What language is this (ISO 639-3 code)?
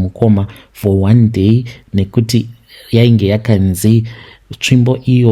sna